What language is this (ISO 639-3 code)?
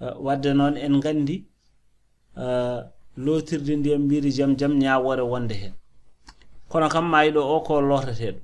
ful